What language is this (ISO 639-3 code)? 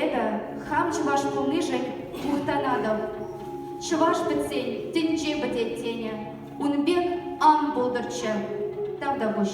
chv